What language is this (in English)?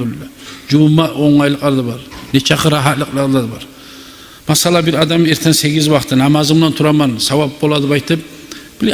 Kumyk